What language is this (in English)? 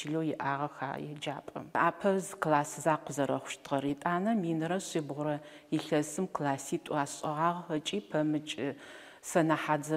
Adyghe